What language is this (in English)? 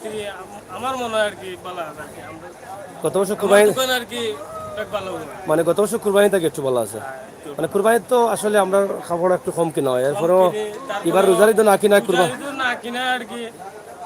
Sylheti